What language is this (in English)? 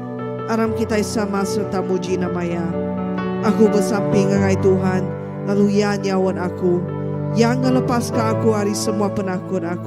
Iban